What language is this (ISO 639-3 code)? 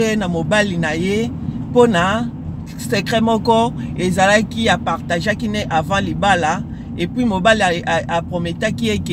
lin